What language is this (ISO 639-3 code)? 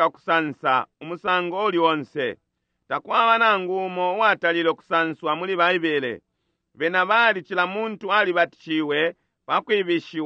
bem